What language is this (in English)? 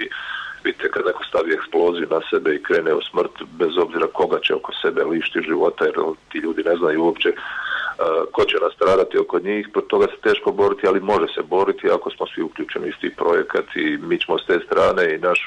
Bosnian